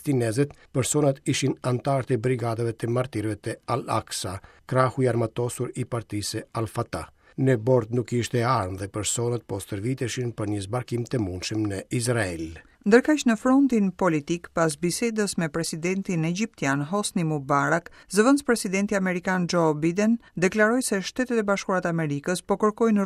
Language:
Albanian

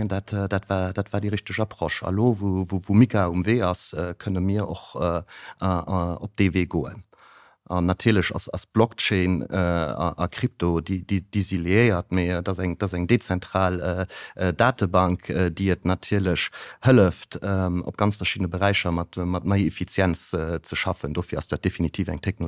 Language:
Luxembourgish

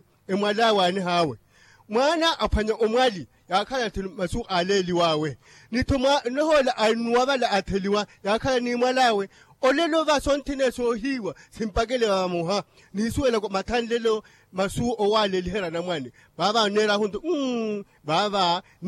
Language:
Makhuwa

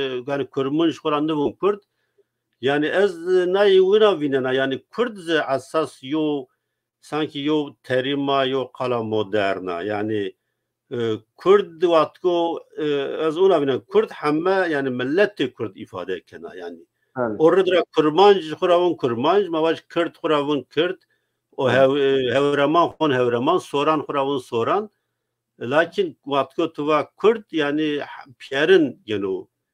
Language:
Zaza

